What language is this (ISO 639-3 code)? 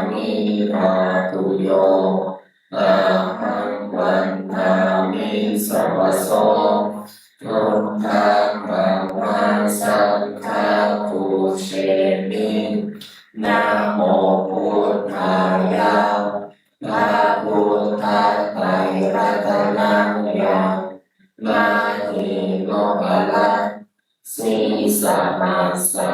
pli